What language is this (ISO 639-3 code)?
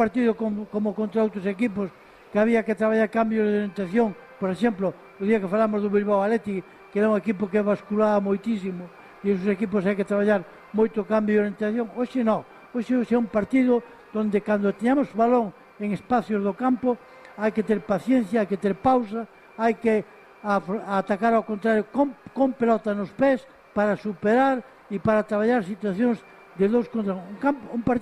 glg